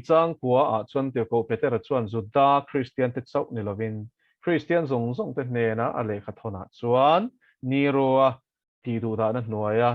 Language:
Mizo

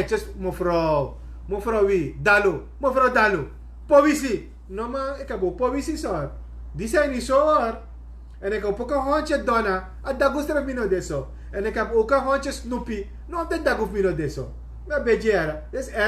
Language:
Sranan Tongo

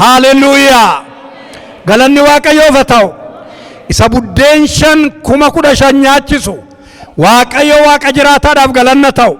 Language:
Oromo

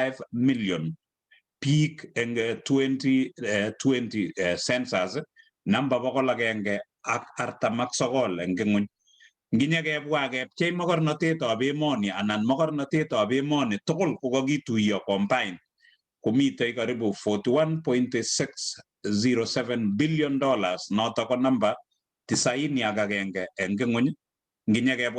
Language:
Kalenjin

